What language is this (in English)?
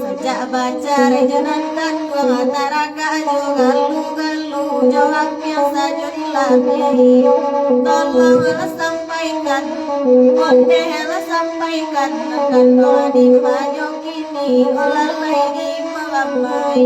Minangkabau